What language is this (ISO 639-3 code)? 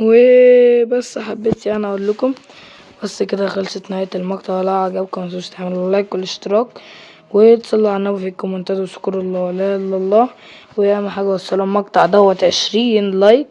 arz